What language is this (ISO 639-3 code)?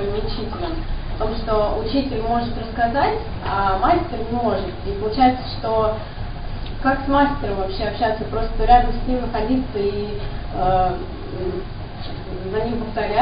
rus